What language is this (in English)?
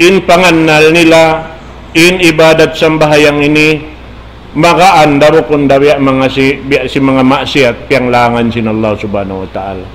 Tausug